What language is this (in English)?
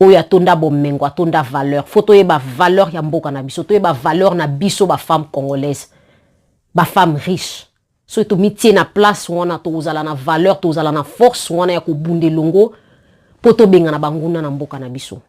Lingala